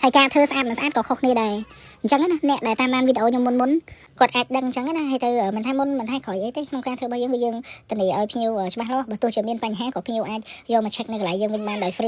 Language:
Khmer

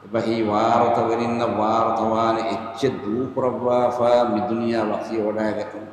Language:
Divehi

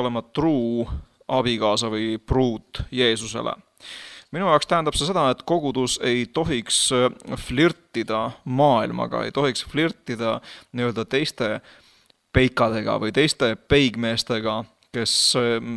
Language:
Estonian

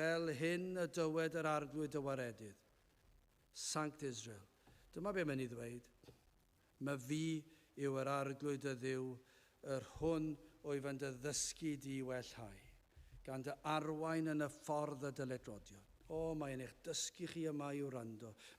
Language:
Welsh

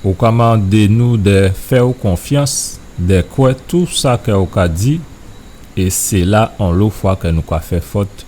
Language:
Guadeloupean Creole French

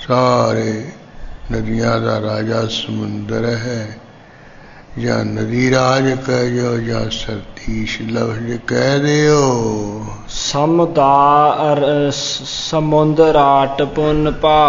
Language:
Punjabi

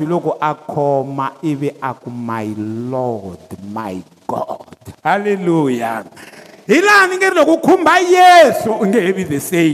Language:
Tsonga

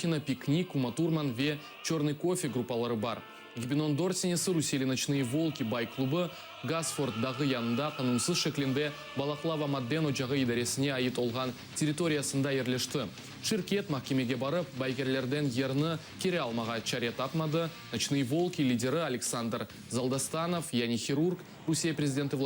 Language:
Crimean Tatar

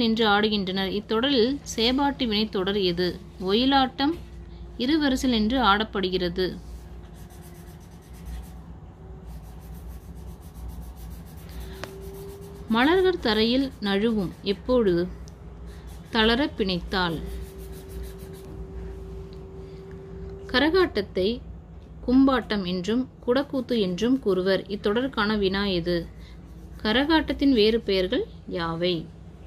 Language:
Tamil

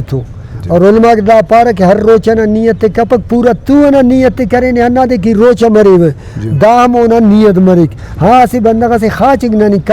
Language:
Brahui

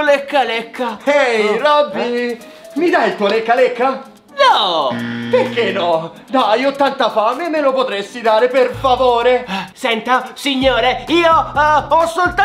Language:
Italian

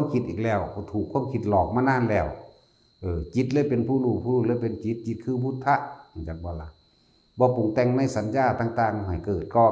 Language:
Northeastern Thai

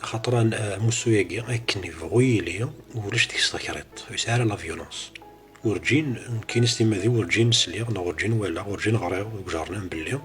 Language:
Kabyle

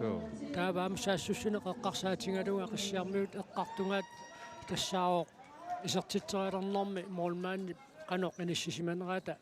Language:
Kalaallisut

